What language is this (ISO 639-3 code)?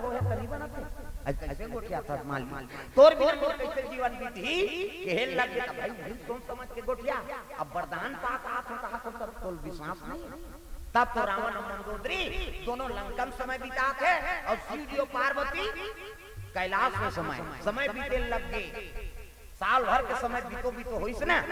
hne